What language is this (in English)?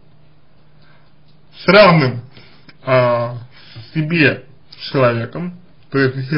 Russian